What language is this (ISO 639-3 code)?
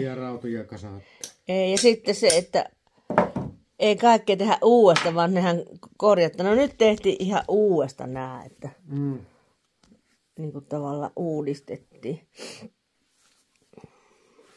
fin